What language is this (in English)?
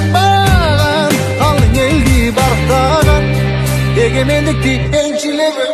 Kazakh